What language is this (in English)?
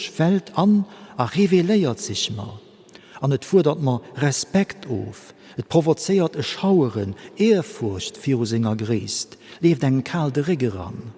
Luxembourgish